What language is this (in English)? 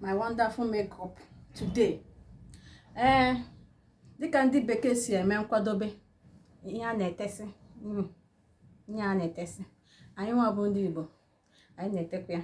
Igbo